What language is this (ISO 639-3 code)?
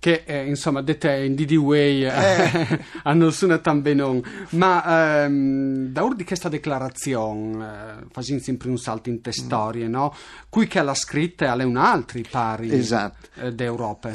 fur